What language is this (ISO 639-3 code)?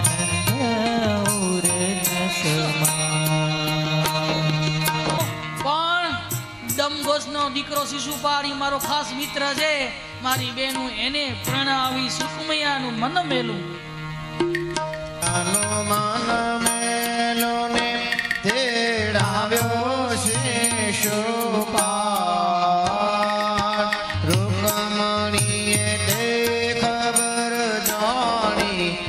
guj